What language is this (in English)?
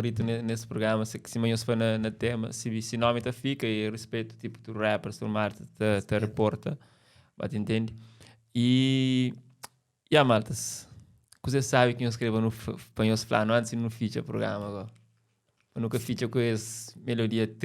Kabuverdianu